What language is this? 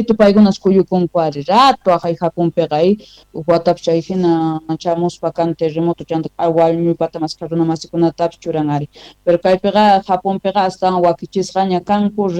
South Bolivian Quechua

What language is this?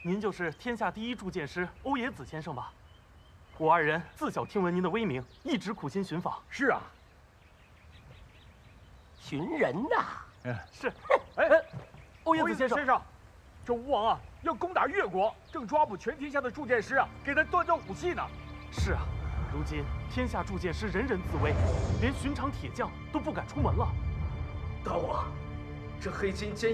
Chinese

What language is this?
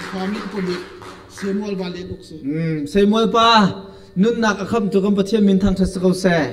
Hakha Chin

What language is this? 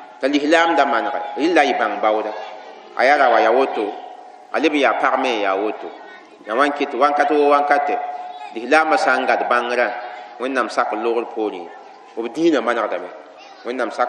Mossi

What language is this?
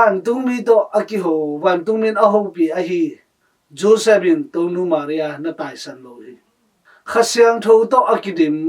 Tedim Chin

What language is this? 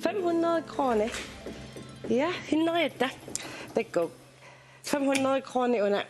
Kalaallisut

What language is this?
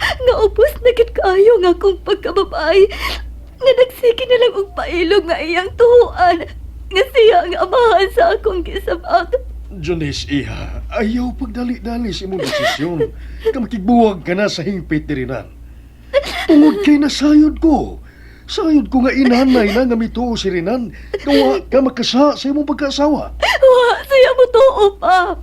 Cebuano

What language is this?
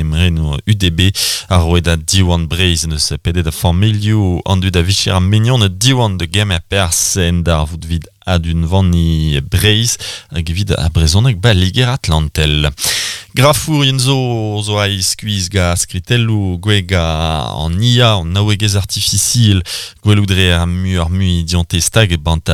Breton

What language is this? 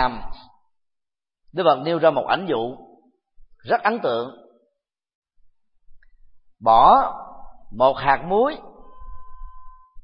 Vietnamese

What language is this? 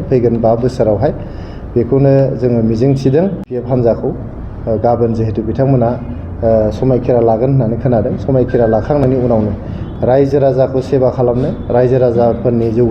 Bodo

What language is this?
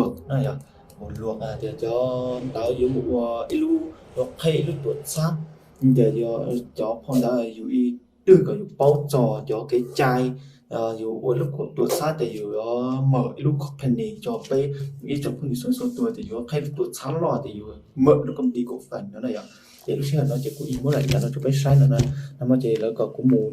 Hmong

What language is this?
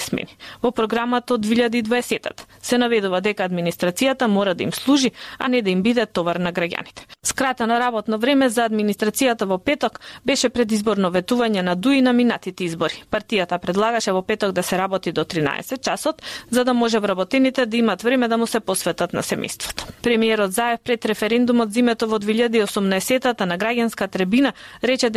Macedonian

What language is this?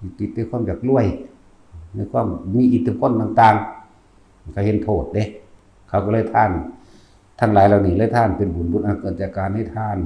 Northeastern Thai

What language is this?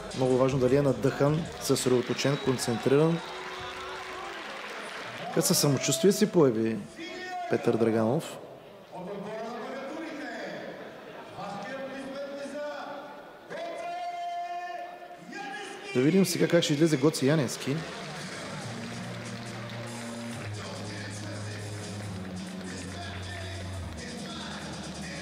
Bulgarian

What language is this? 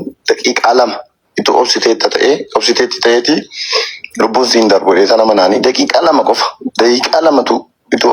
Oromo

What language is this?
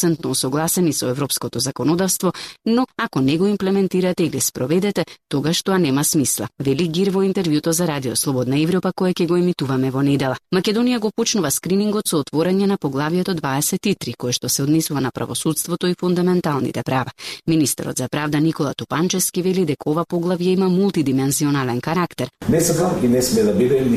Macedonian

